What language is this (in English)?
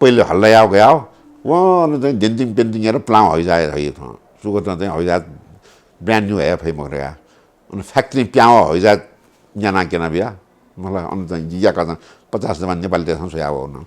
Newari